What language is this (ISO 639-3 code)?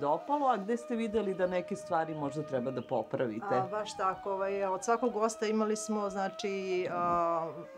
srp